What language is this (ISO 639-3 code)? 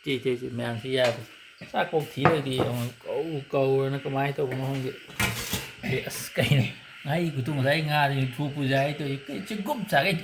mni